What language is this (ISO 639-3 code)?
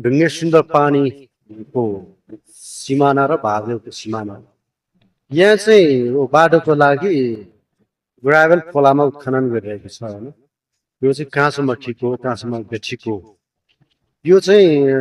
nep